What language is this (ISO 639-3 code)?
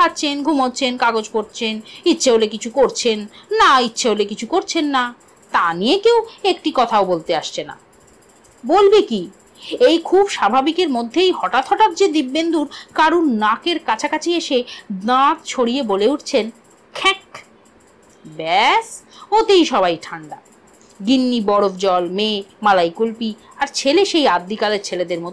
ben